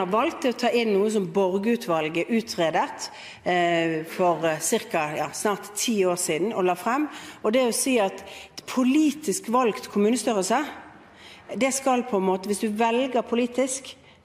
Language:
Norwegian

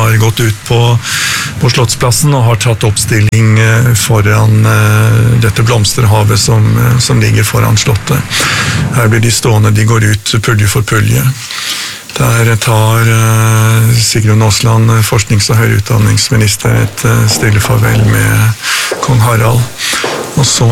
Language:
Norwegian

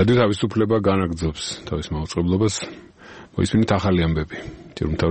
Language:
Georgian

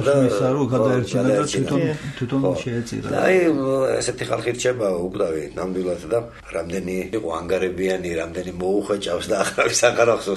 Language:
Georgian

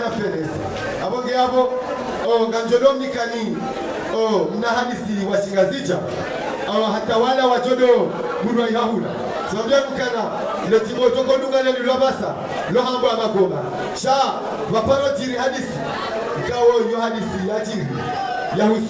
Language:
Ngazidja Comorian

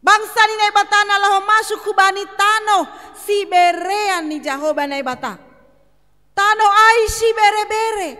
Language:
Batak Simalungun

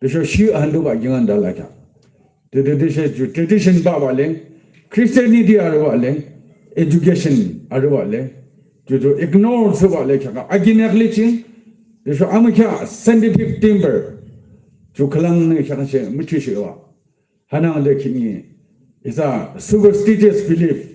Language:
Yimchungru Naga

